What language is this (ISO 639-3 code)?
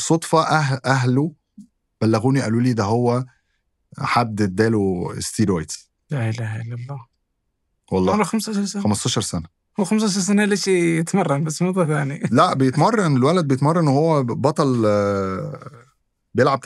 arz